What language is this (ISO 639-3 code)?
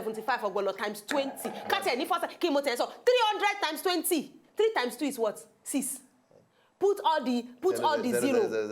pcm